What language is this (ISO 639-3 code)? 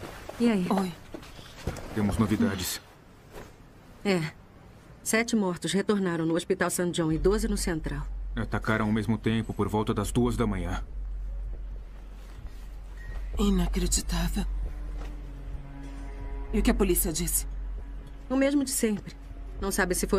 por